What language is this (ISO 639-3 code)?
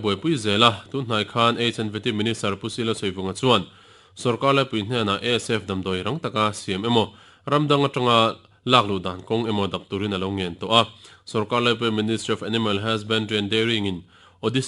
lus